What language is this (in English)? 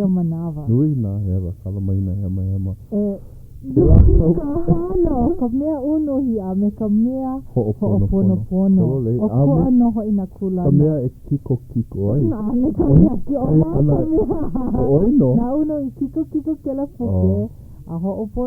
Hawaiian